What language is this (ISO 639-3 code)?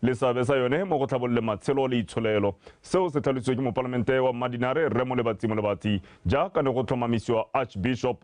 tsn